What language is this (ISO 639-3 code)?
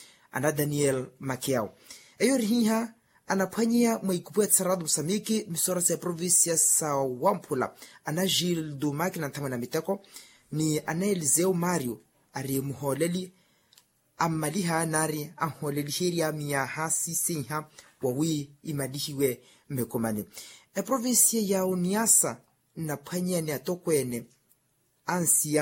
vmw